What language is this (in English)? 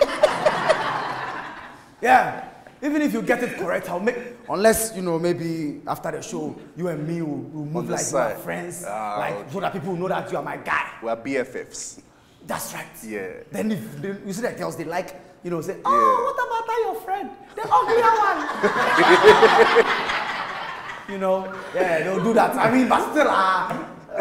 English